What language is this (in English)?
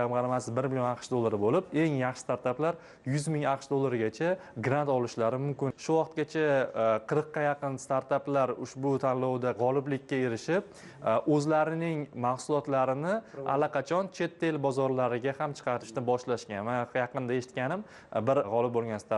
Uzbek